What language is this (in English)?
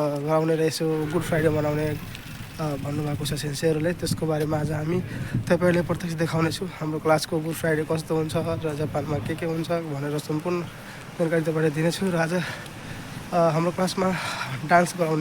Nepali